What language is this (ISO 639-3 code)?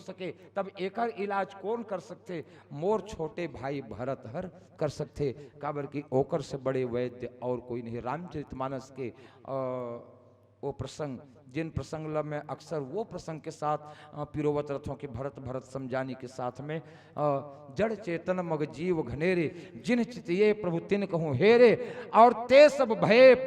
hne